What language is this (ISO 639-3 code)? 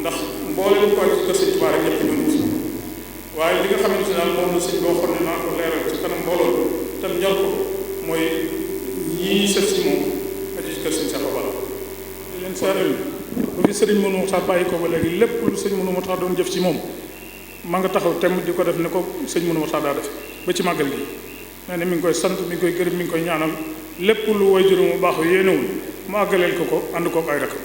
wol